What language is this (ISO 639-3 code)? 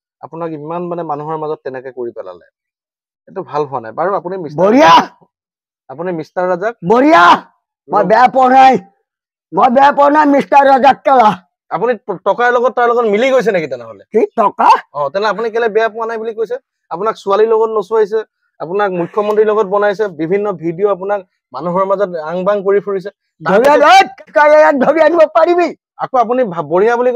asm